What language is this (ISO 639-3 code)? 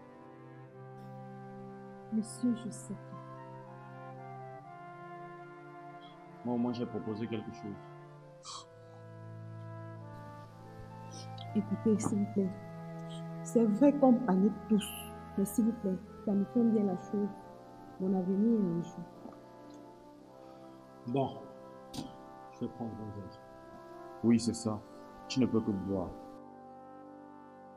fra